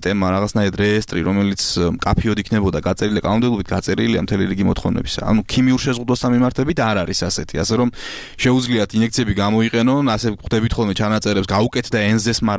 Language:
Georgian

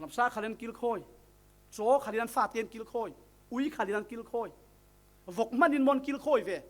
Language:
Falam Chin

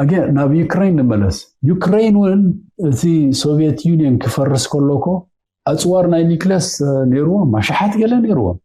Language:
Tigrinya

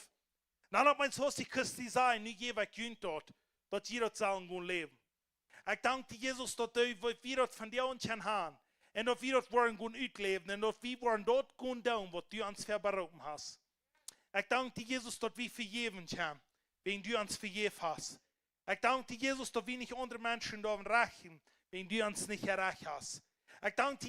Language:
Plautdietsch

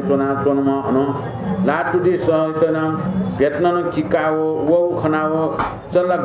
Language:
Newari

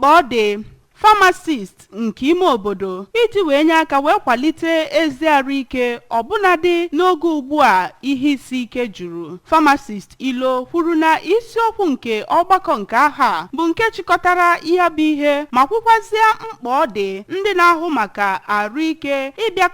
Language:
Igbo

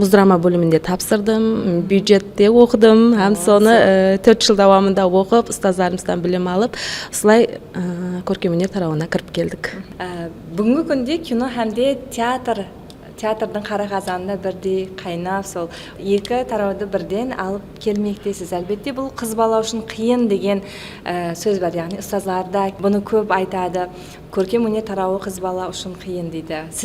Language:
Kara-Kalpak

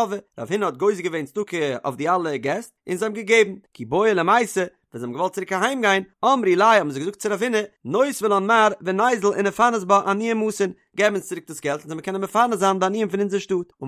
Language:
Yiddish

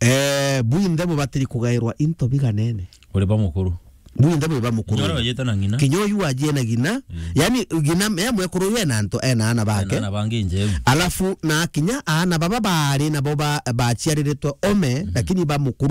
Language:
Meru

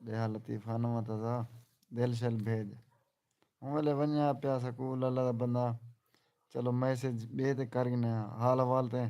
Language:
Saraiki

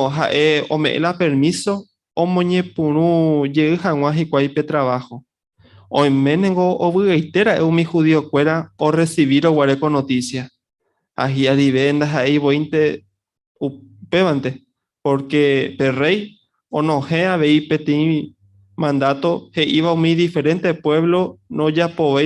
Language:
Guarani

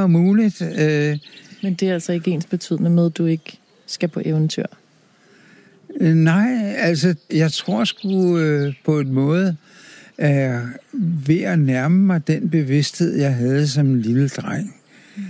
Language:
Danish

